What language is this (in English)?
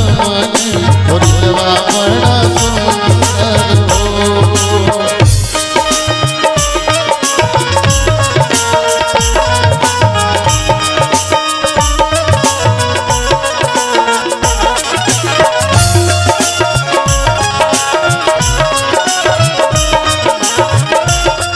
Bhojpuri